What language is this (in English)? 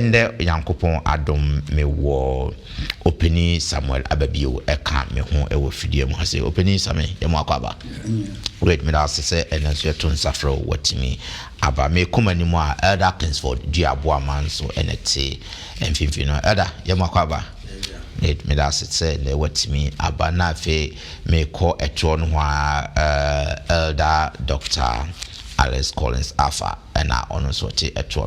Akan